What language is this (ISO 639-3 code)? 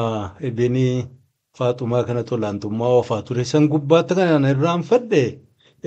orm